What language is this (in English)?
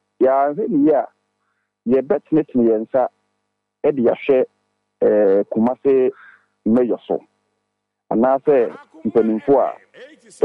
Akan